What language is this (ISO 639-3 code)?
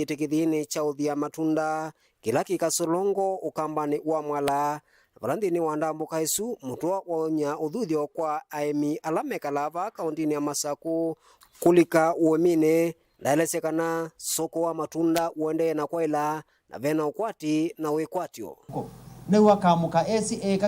kam